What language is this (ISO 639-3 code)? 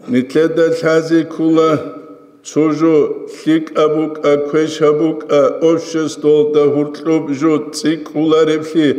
ava